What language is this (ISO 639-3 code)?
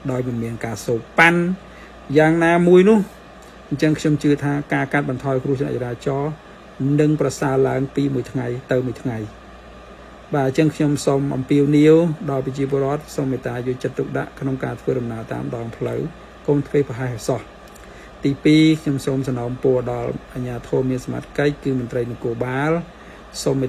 khm